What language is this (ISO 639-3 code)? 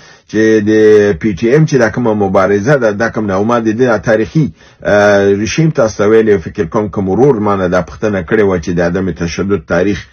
pus